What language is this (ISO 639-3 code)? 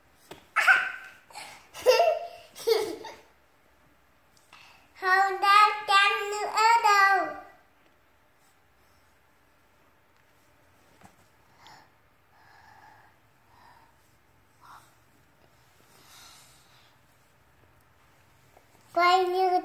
vie